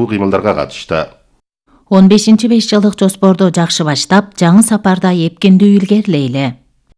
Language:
Kyrgyz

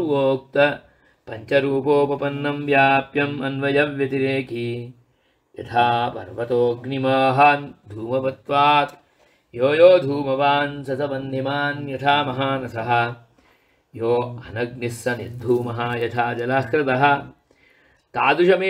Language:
Sanskrit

